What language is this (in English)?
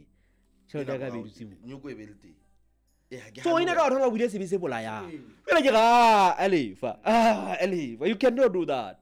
Southern Sotho